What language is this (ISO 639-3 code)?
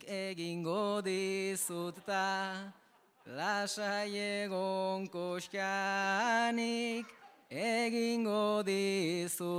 eus